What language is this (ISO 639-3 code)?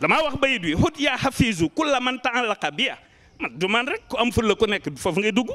wol